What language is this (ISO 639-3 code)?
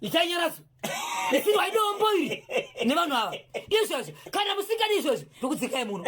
sna